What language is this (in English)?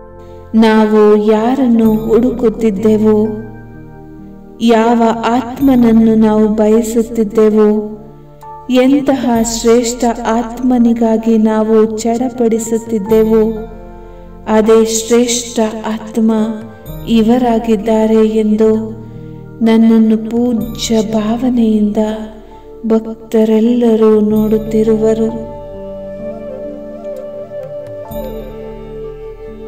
Kannada